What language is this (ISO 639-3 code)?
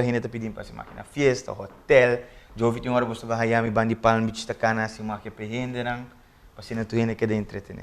pap